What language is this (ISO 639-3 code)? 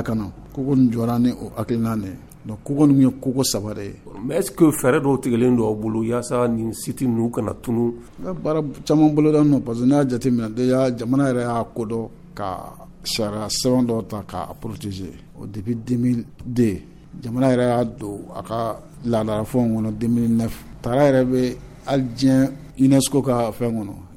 bam